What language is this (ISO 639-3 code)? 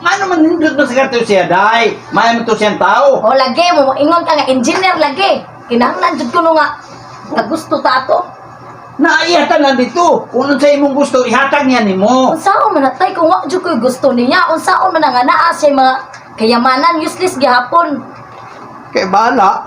ceb